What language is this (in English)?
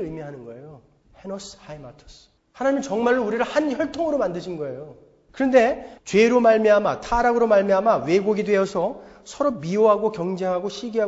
Korean